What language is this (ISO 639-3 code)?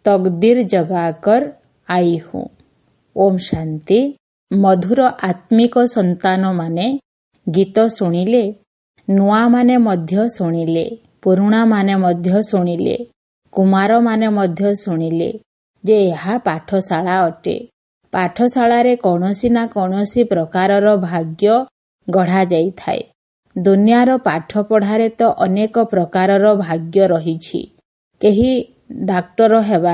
ori